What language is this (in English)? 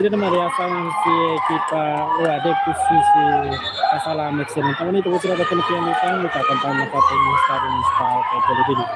Tetum